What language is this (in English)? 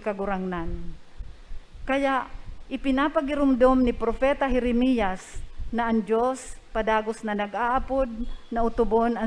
Bikol